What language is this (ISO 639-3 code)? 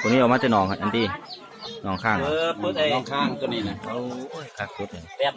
lao